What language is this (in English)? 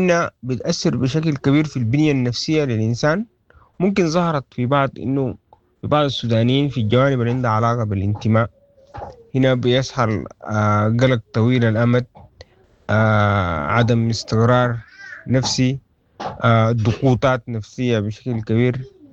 Sudanese Arabic